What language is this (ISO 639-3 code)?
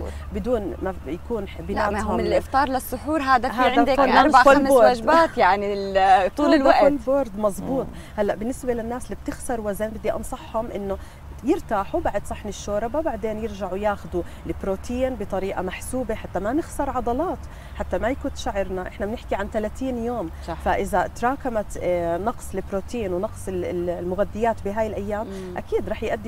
ajp